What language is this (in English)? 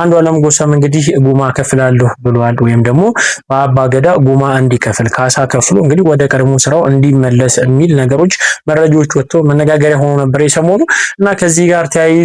Amharic